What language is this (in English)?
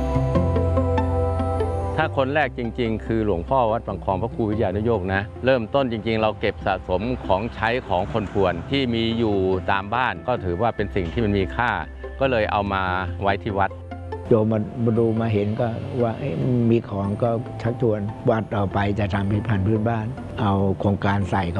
Thai